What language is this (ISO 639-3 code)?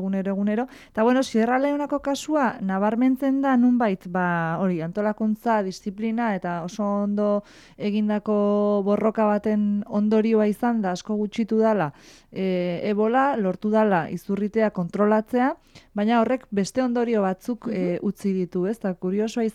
eus